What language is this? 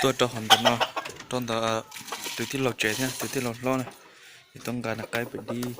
Hmong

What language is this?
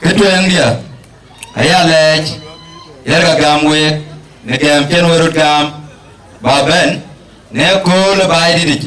Dinka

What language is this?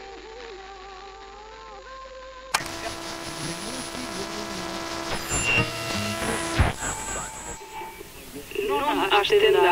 Basque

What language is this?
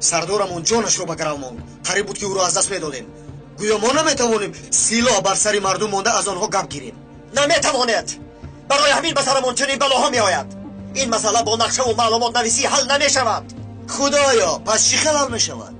Tajik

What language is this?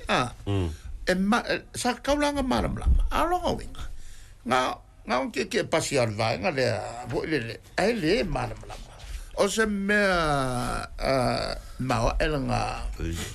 Samoan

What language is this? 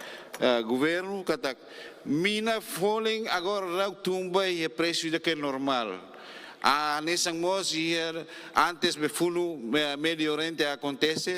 Tetum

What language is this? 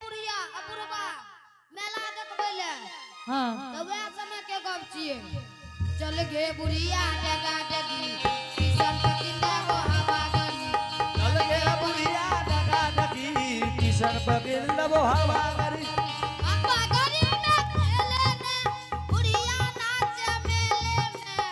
Angika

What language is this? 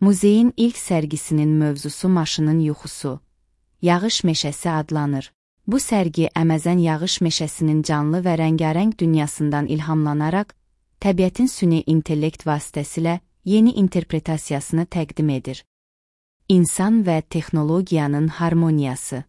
Azerbaijani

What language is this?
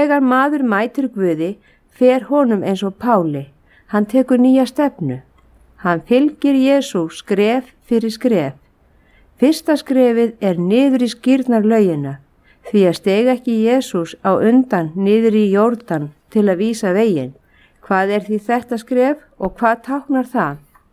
Icelandic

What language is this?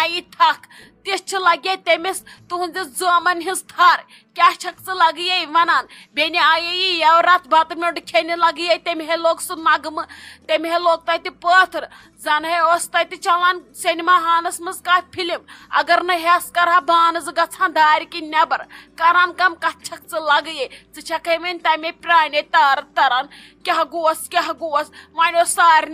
Kashmiri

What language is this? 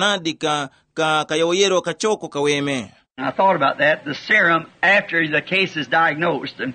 Tumbuka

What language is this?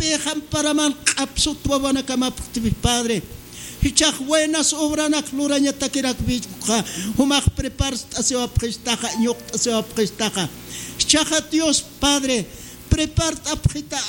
Aymara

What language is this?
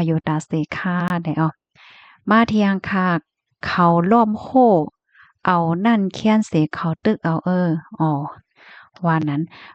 Shan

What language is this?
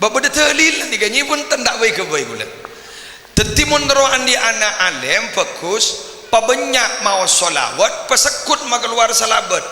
Madurese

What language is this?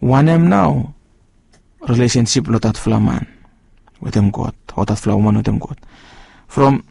Bislama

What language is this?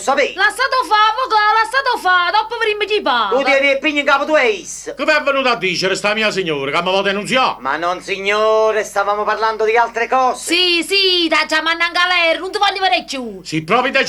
Neapolitan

